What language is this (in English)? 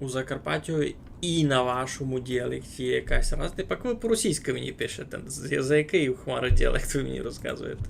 Rusyn